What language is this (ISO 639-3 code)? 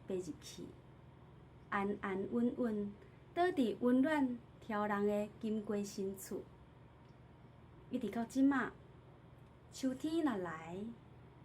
nan